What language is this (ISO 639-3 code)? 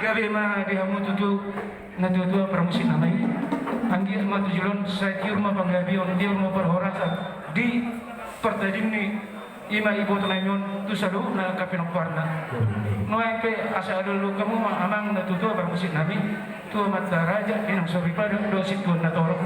bbc